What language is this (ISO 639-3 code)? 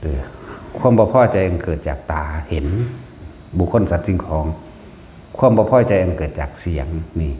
tts